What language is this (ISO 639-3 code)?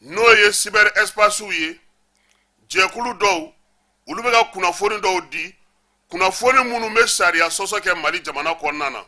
bam